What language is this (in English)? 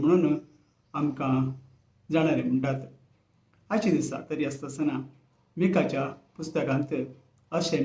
Konkani